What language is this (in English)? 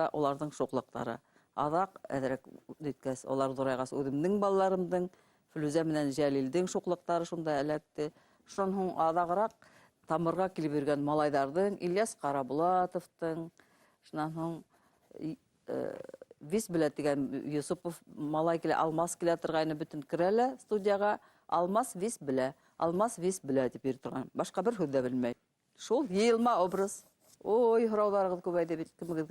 Bashkir